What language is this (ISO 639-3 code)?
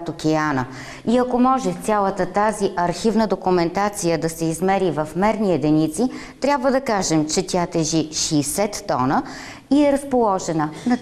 bul